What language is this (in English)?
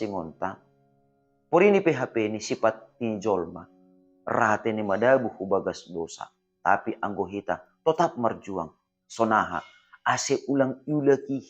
Batak Simalungun